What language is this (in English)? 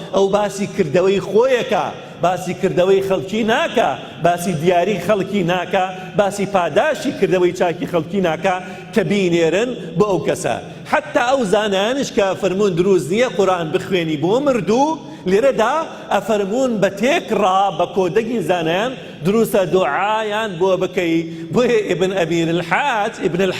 Central Kurdish